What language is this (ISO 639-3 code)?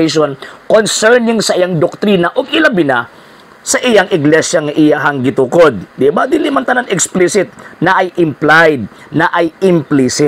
ceb